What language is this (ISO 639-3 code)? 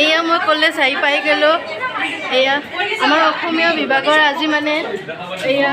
asm